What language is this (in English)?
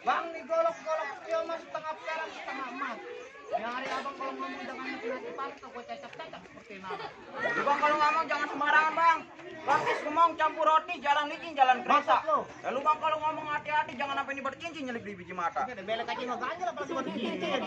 Betawi